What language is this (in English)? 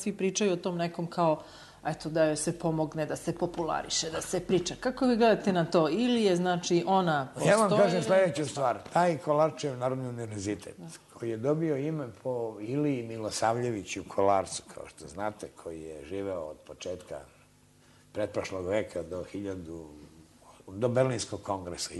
Serbian